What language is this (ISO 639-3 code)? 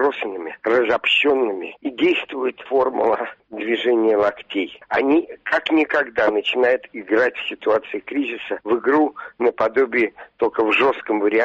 rus